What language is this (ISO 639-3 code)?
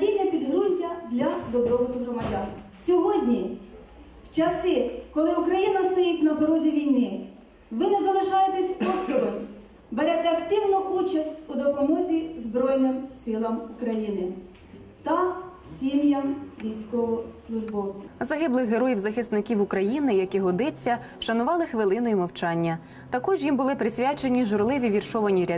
ukr